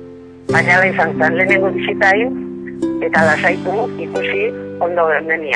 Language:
Basque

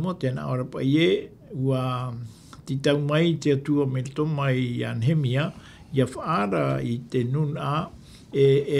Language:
Tahitian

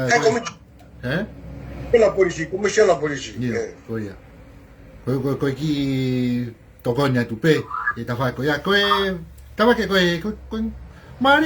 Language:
Tongan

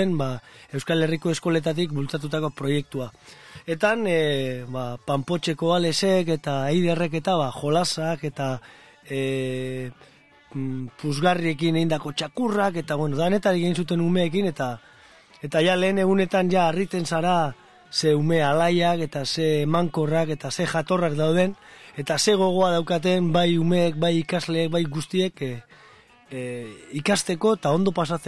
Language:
Basque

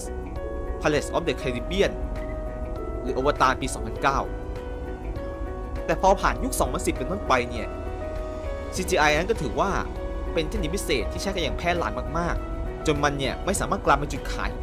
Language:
Thai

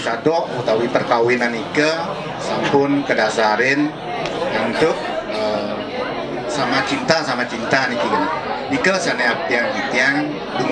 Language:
Balinese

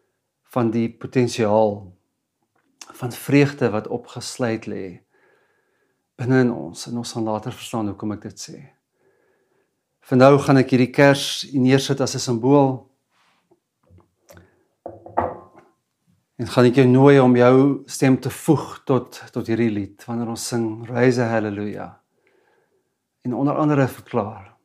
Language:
Afrikaans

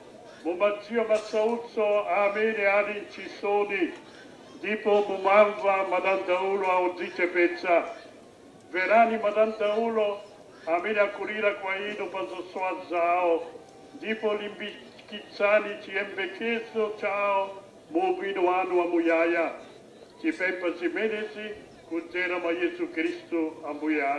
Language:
Nyanja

